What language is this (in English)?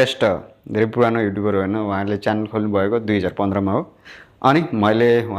Nepali